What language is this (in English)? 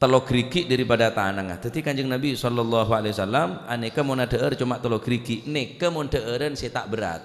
Madurese